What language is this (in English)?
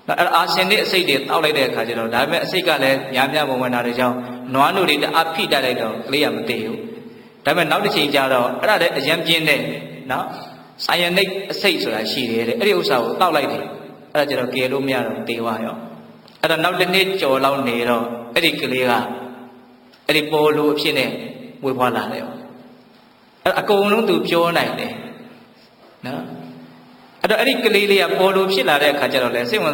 Burmese